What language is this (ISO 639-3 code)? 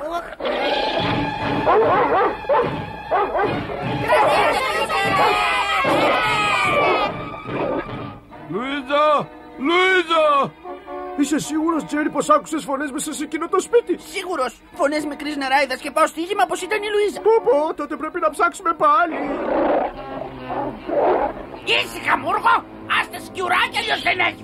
ell